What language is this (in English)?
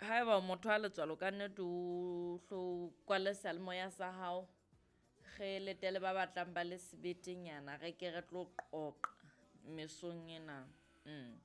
Southern Sotho